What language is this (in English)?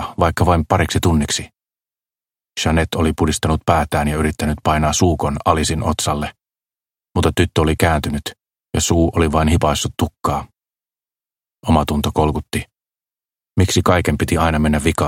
Finnish